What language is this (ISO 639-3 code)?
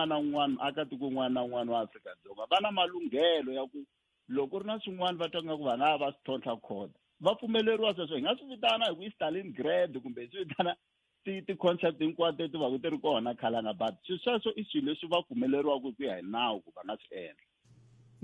tso